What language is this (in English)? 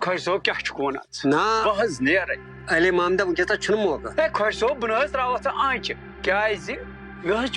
Kashmiri